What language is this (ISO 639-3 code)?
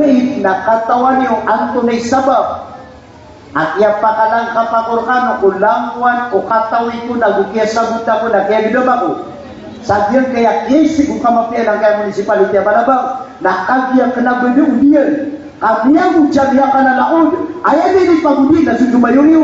mrw